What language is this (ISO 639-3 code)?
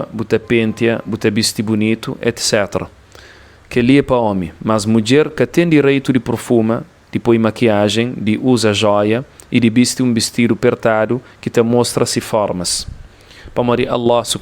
kea